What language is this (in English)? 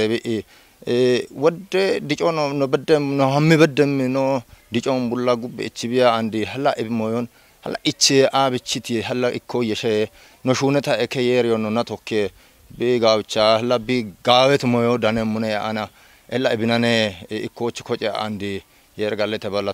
Kafa